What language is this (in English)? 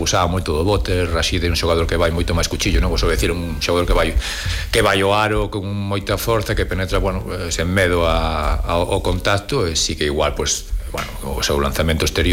Galician